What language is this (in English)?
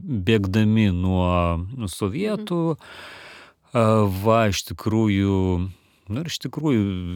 Lithuanian